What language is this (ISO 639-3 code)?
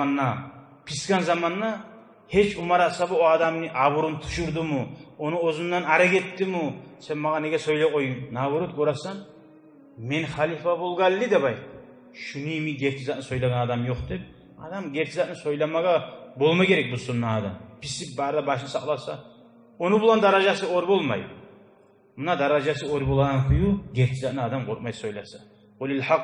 kum